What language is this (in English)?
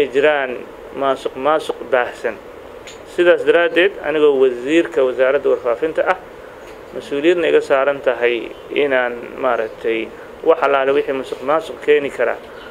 Somali